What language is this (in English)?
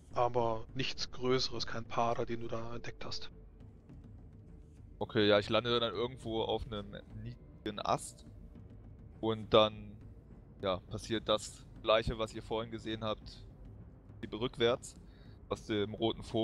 German